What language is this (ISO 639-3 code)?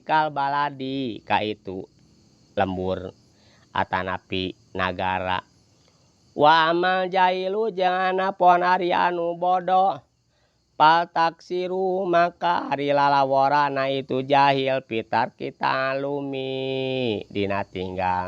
sun